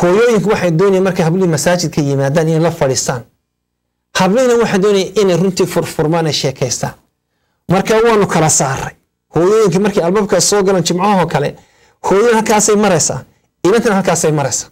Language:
Somali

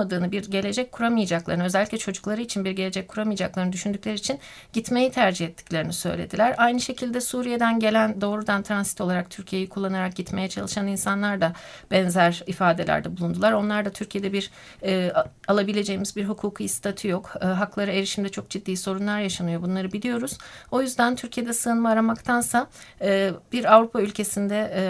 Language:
Turkish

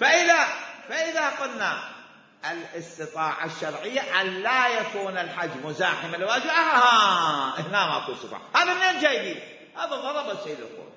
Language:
Mesopotamian Arabic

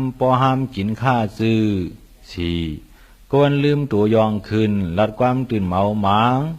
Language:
Shan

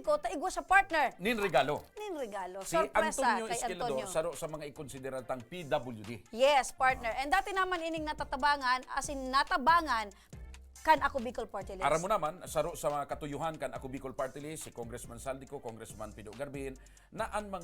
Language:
Bikol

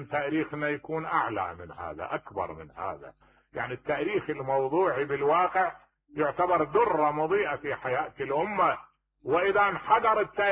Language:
Mesopotamian Arabic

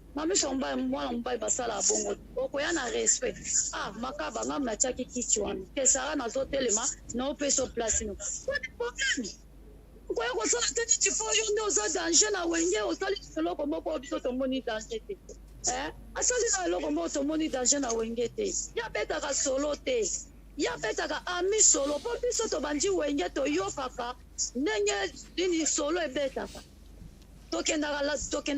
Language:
Lingala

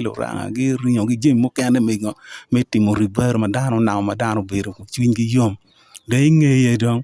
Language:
Acoli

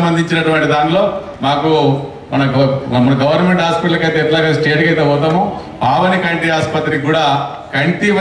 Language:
Telugu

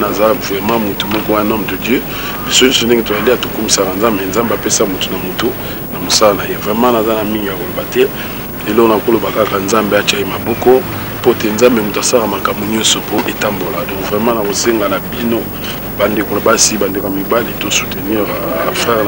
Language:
Lingala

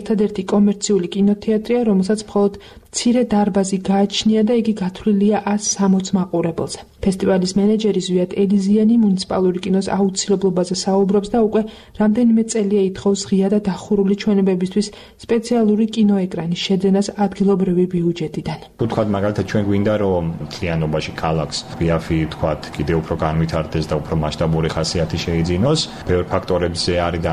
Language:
Georgian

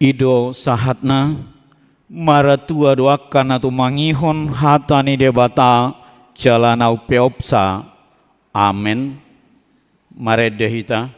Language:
Batak Toba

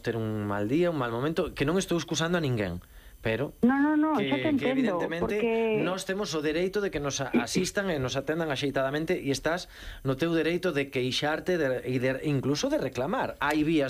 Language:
Galician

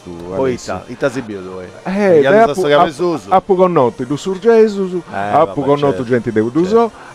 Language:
Sardinian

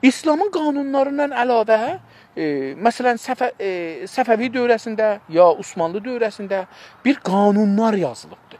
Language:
South Azerbaijani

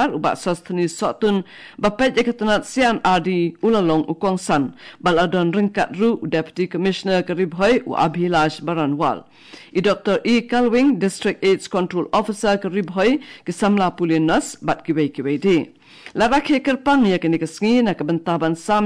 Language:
Khasi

